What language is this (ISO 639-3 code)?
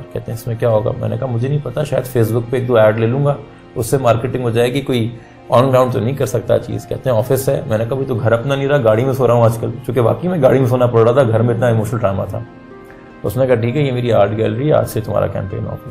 urd